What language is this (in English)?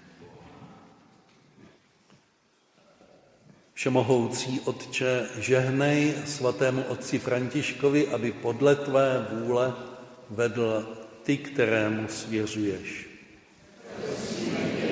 Czech